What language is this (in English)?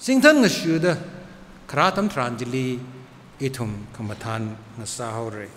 Tangkhul Naga (India)